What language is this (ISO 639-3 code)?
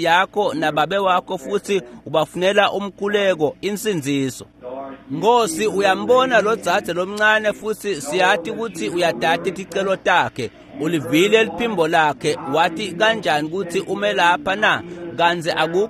ssw